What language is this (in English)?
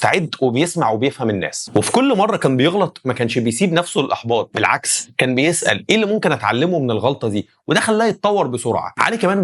Egyptian Arabic